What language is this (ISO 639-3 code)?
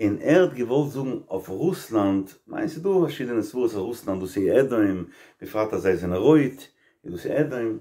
yid